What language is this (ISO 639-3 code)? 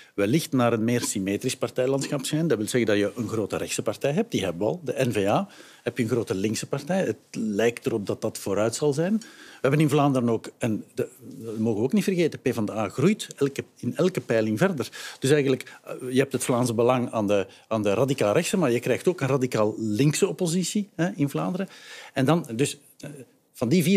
nld